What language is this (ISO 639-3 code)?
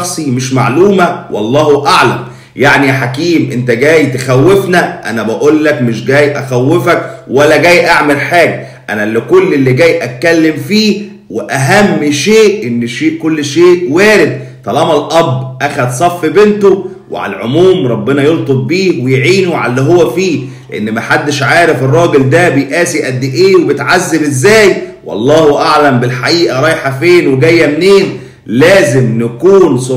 arz